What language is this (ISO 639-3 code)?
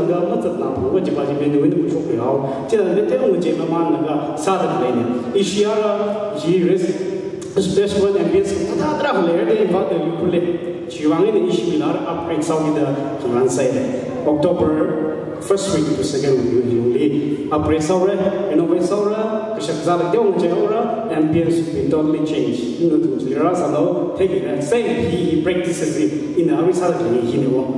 nmf